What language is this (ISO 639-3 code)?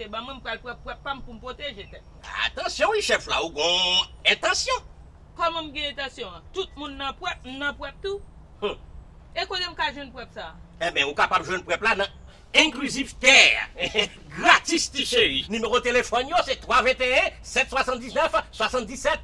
hat